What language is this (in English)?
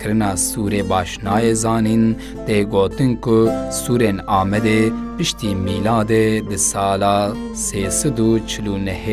Kurdish